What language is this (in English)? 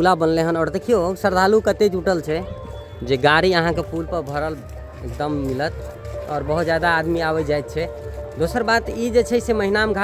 Maithili